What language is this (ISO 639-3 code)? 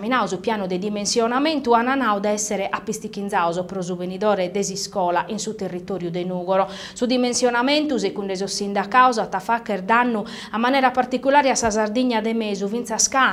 srd